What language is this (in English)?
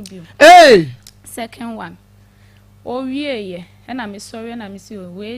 Akan